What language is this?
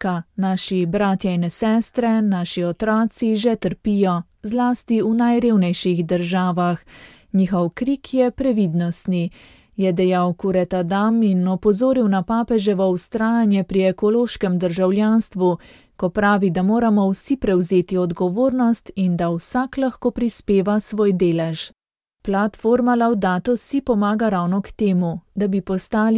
Slovenian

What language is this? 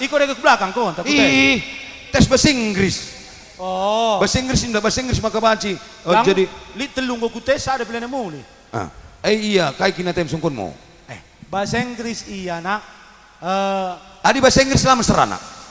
Batak Karo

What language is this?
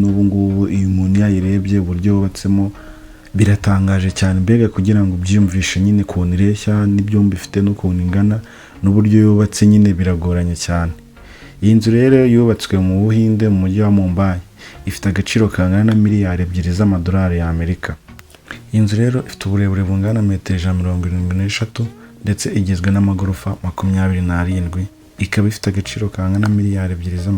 Kinyarwanda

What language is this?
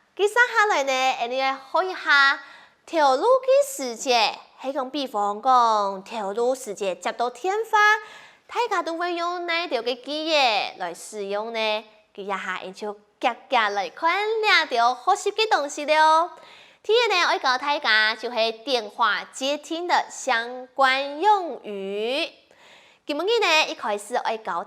Hakka Chinese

